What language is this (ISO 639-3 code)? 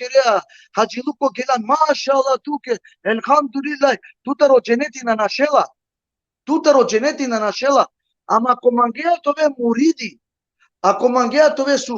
rmn